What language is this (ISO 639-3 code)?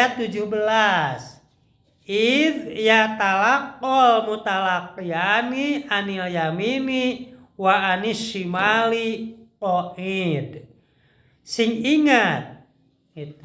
sun